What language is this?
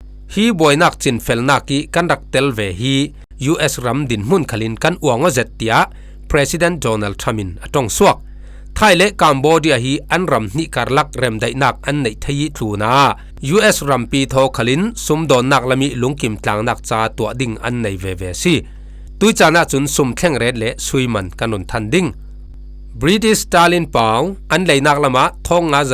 Falam Chin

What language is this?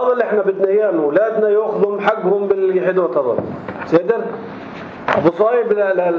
North Levantine Arabic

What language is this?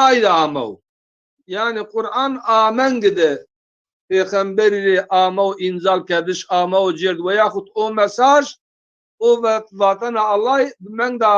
Zaza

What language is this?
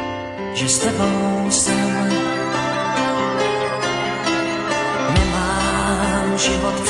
Czech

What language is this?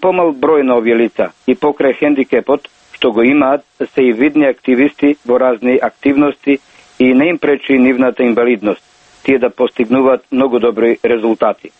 Macedonian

